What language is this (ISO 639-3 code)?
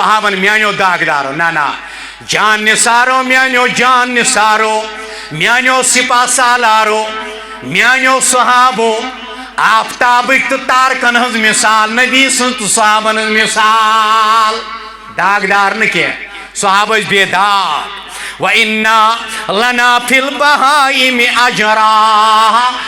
kas